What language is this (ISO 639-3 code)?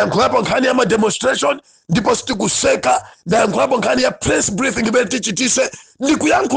nya